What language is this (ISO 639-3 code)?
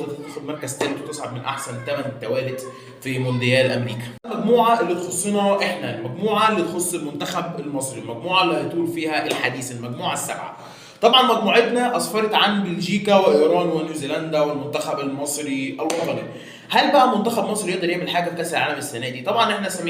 arz